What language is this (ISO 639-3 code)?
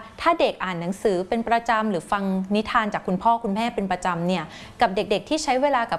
tha